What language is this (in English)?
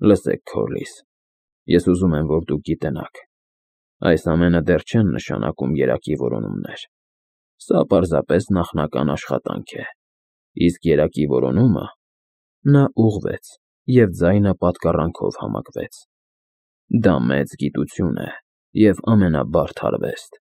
Armenian